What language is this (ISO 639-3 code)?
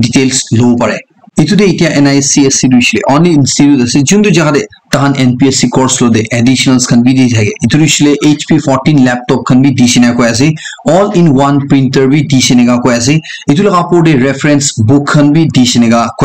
nag